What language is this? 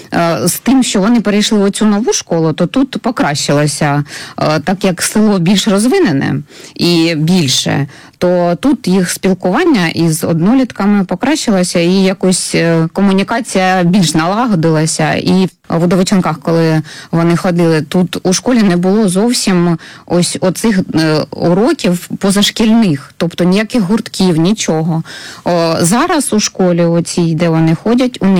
Ukrainian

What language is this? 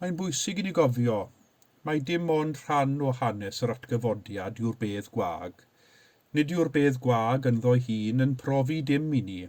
Welsh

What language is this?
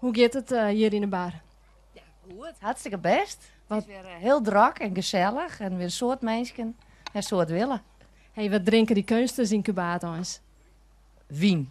Western Frisian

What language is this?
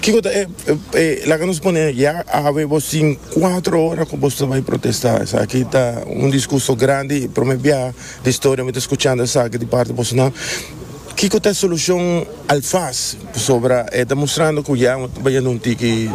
Papiamento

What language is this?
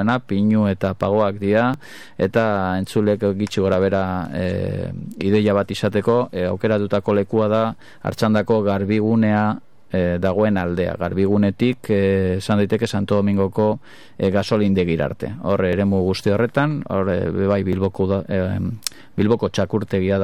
Basque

